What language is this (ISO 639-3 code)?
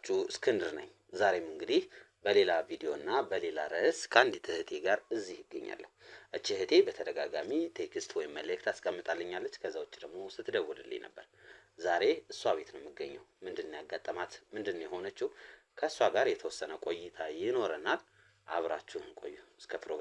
amh